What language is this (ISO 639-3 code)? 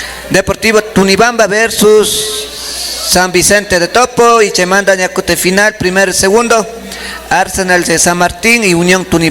qvi